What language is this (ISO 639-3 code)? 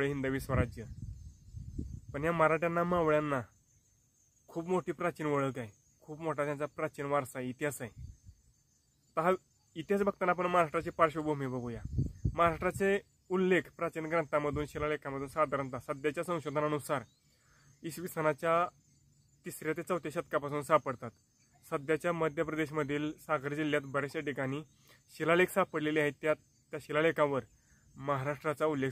mar